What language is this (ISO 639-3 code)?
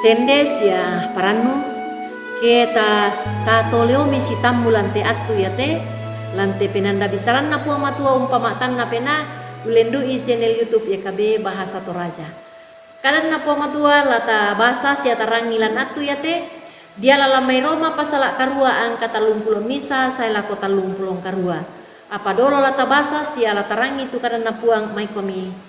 sda